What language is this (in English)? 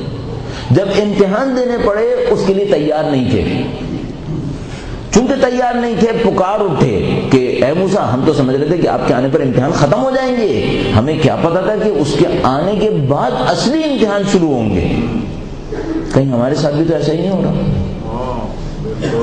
Urdu